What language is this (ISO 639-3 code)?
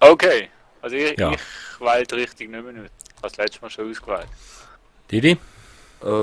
gsw